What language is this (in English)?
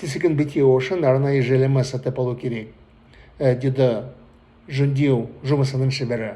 Kazakh